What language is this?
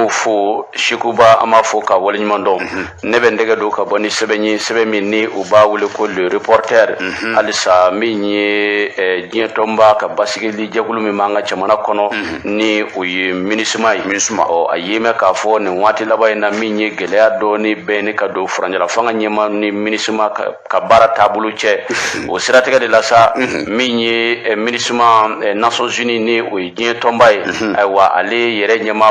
Bambara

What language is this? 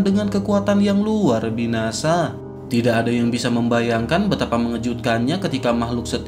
Indonesian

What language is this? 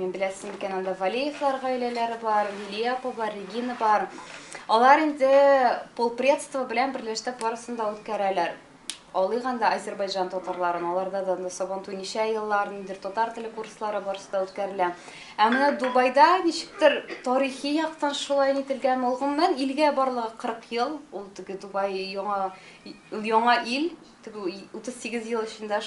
Tatar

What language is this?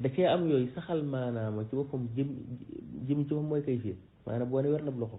Wolof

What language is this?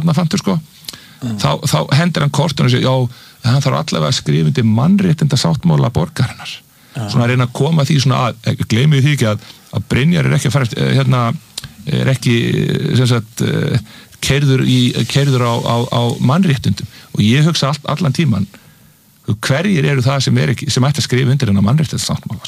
Icelandic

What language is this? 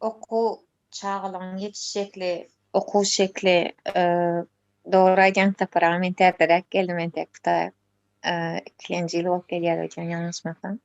Turkmen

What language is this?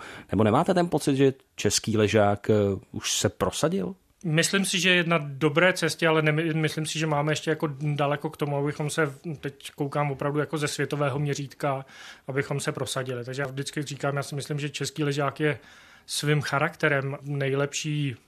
Czech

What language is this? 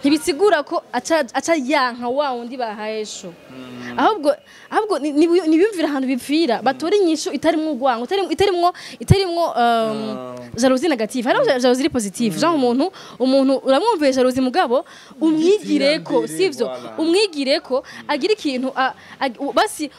Rundi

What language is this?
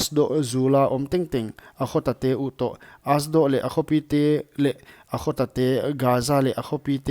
Paite Chin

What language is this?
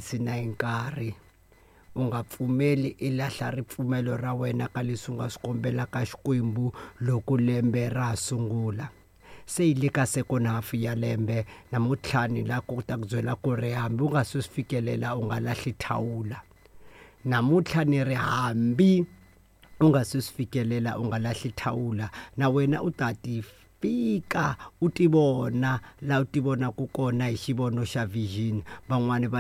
Tsonga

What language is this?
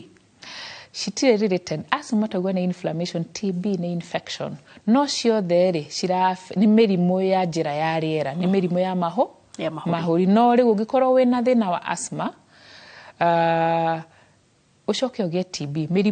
Kikuyu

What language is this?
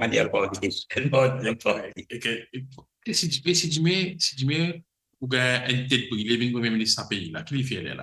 Morisyen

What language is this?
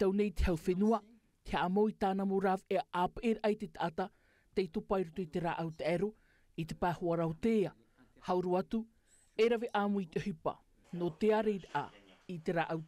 Tahitian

